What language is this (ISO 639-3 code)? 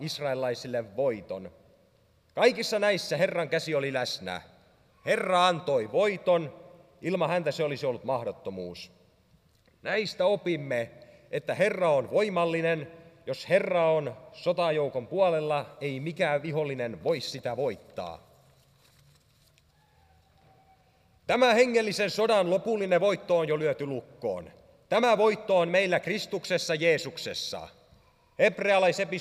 fin